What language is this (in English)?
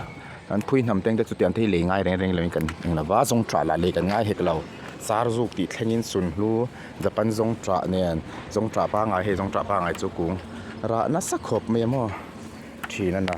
Mizo